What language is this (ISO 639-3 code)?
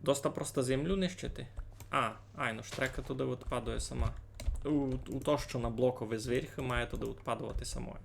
rue